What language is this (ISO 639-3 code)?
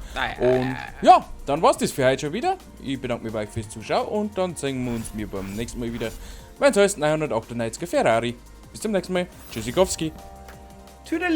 bar